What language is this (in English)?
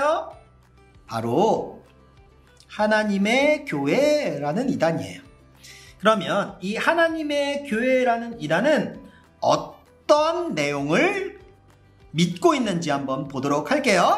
Korean